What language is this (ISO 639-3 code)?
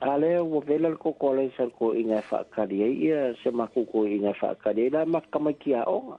smo